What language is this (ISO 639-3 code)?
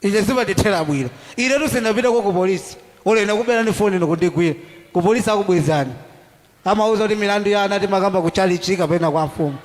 nya